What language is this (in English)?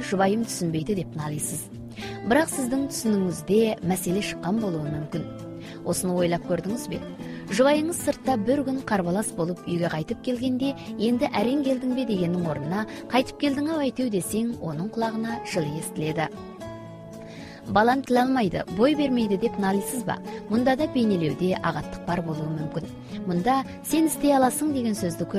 Kazakh